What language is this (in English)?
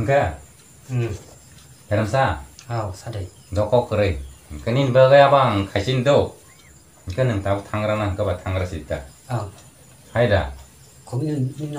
Kok Borok